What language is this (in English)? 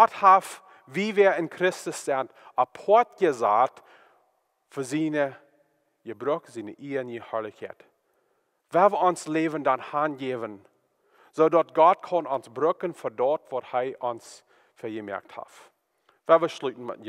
Plautdietsch